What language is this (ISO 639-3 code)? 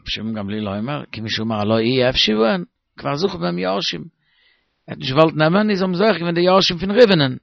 yid